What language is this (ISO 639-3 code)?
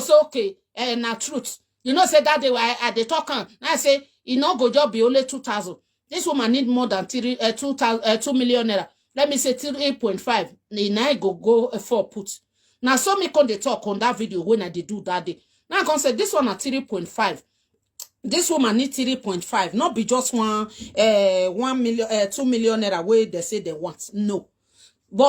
pcm